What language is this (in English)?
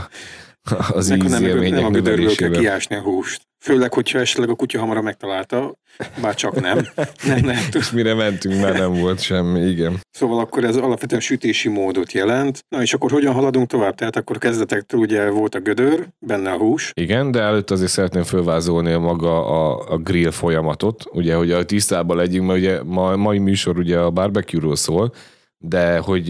Hungarian